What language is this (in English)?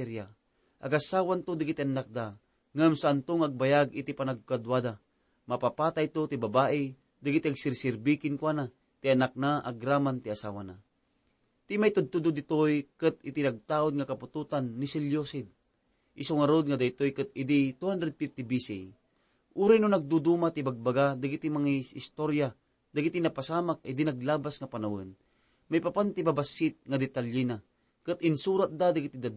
Iloko